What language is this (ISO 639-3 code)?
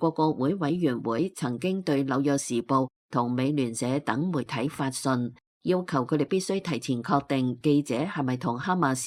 yue